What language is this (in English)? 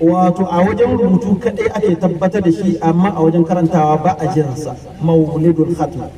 Hausa